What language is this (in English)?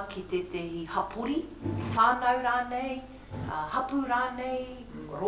Māori